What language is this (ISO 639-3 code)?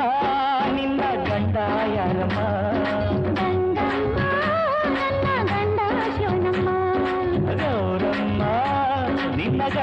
kan